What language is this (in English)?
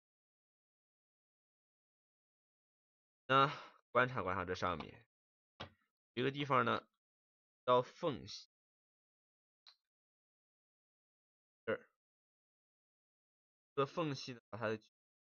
Chinese